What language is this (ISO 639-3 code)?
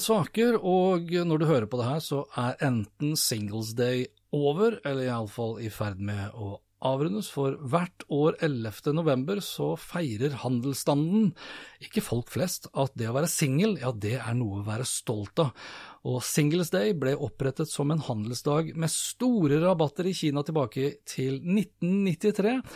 nor